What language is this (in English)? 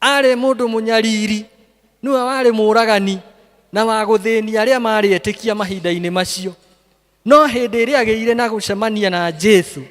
Kikuyu